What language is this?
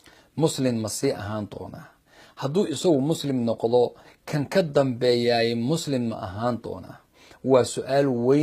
Somali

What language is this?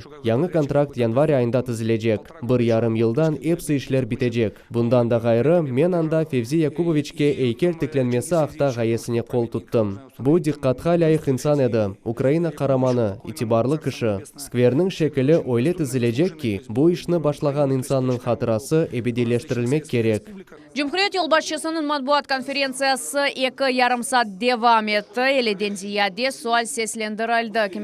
Crimean Tatar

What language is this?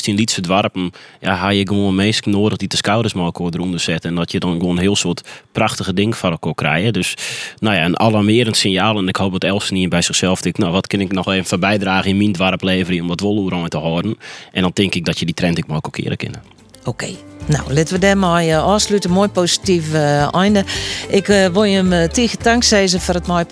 Western Frisian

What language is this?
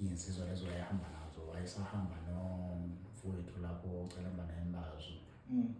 Zulu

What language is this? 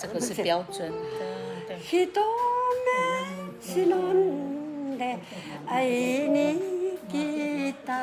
Atayal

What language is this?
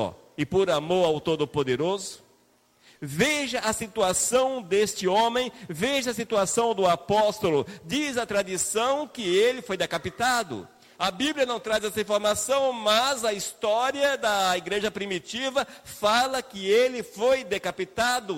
Portuguese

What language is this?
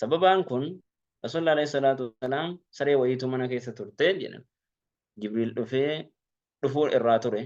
Oromo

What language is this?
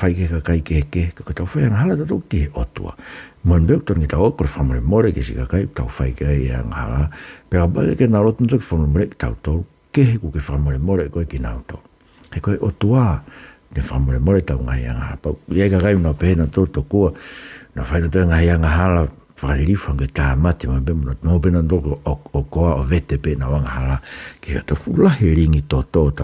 Tongan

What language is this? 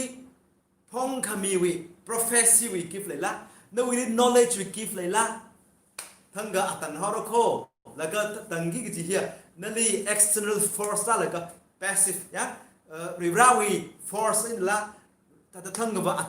Tangkhul Naga (India)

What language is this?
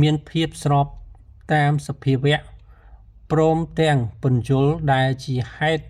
Khmer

